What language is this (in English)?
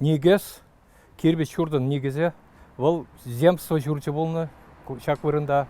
Chuvash